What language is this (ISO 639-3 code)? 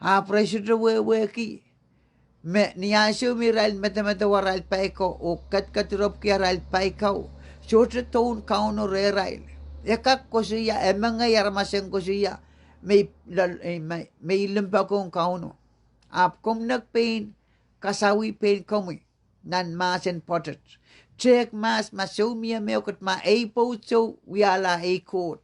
pon